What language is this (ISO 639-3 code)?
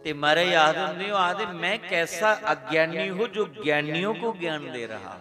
doi